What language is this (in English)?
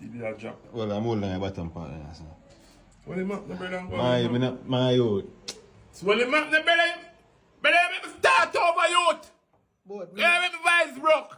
Jamaican Creole English